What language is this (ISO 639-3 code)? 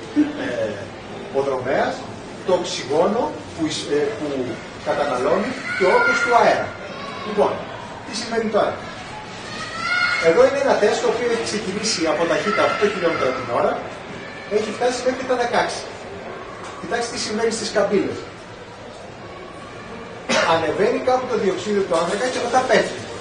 ell